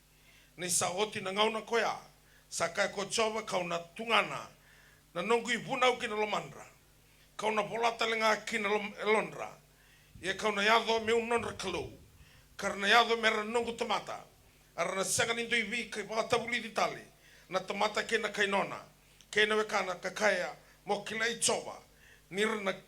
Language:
Fijian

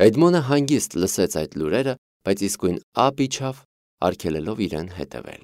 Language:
Armenian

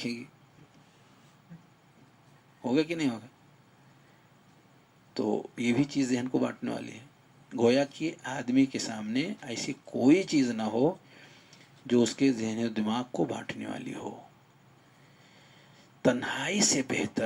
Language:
Urdu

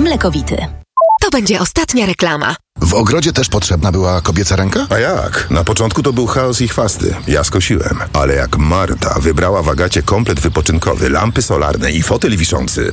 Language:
Polish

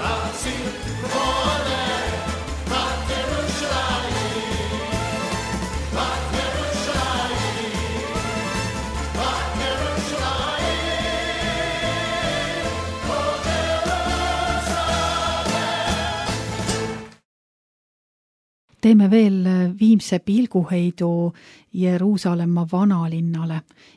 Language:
Estonian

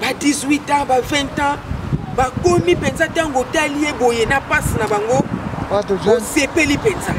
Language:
Lingala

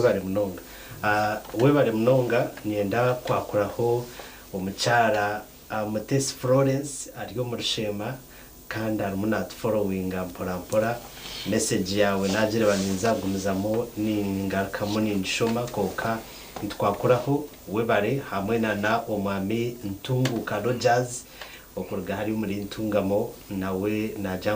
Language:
Nyankole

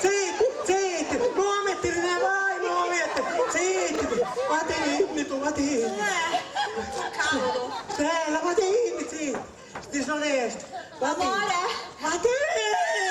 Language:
Sicilian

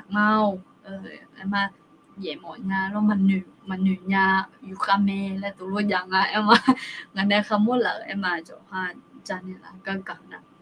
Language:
Akha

